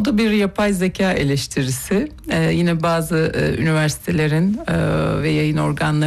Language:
Turkish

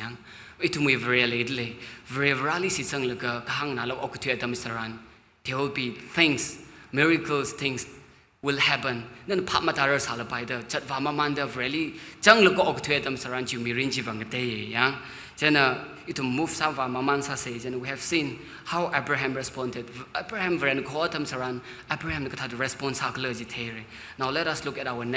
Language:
Tangkhul Naga (India)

